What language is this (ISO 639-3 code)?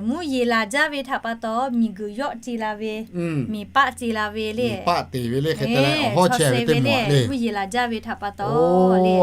lhu